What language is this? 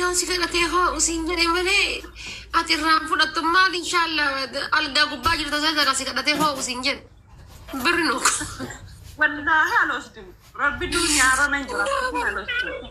Oromo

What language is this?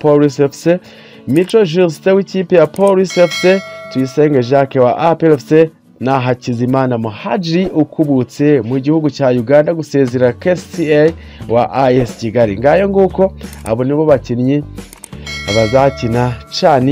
Kinyarwanda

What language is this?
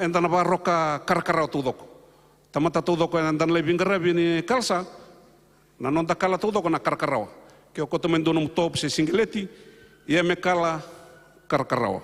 Fijian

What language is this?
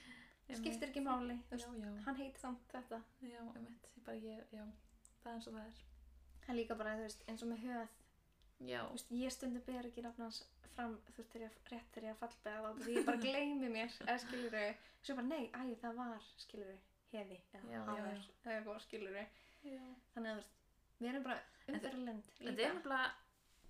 Icelandic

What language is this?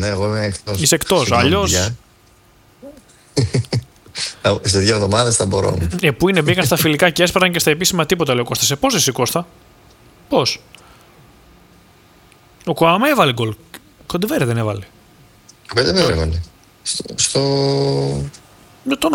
Greek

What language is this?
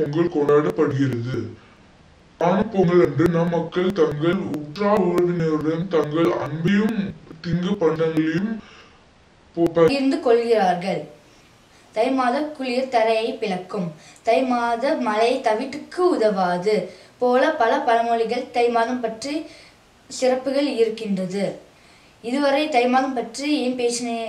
Tamil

